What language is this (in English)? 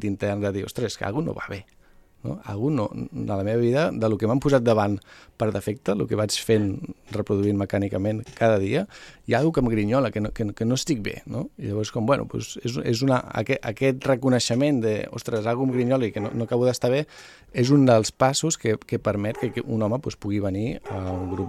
Catalan